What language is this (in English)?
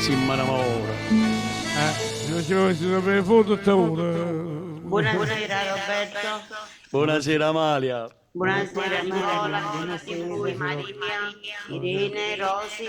Neapolitan